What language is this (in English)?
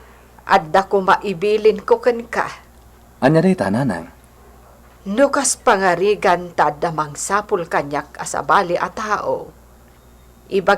Iloko